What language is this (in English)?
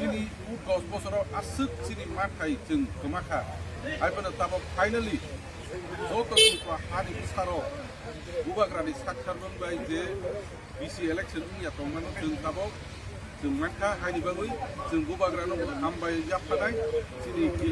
Kok Borok